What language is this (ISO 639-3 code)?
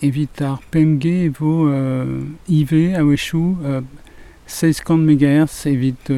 bre